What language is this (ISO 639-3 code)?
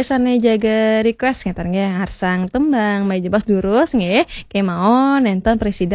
ban